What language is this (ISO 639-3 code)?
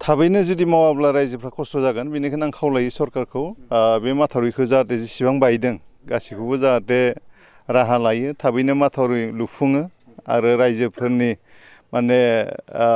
brx